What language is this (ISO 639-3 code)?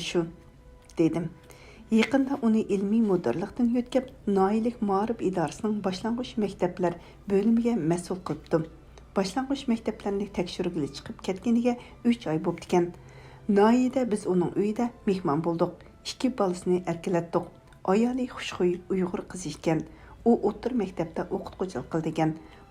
uig